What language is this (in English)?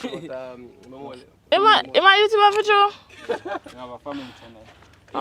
Jamaican Creole English